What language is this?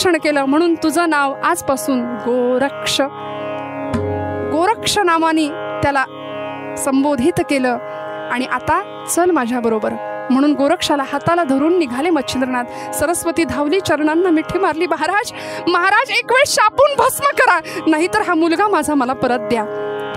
Marathi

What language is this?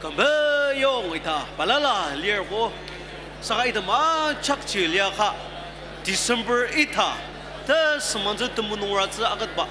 Ao Naga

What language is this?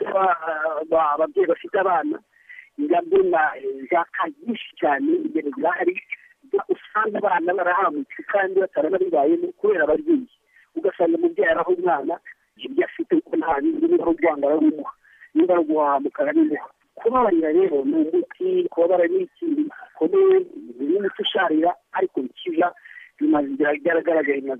Kinyarwanda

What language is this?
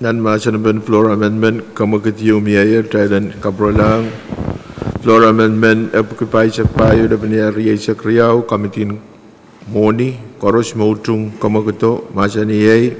Pohnpeian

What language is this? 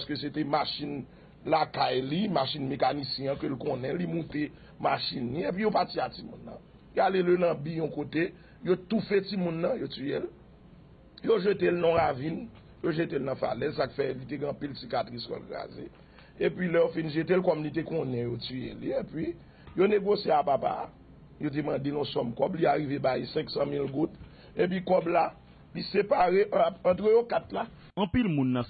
Haitian Creole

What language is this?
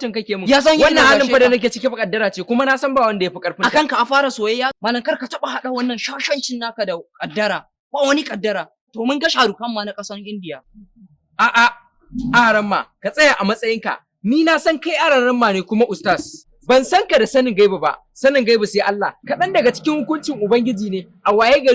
Hausa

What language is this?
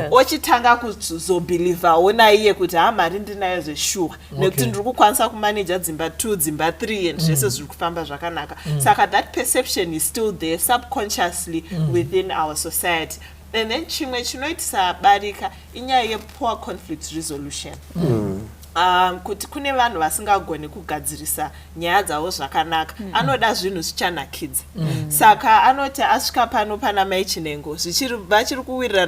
Shona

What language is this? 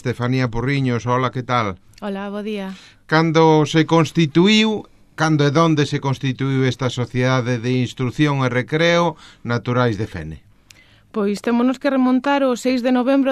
Galician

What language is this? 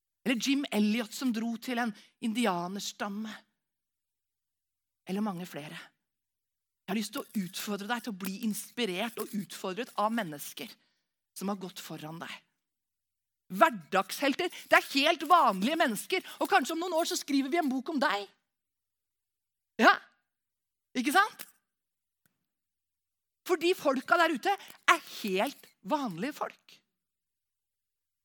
Norwegian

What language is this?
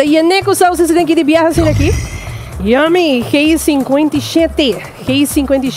Papiamento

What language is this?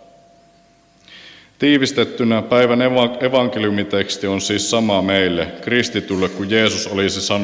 Finnish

